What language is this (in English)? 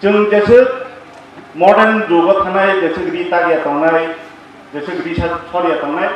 Kok Borok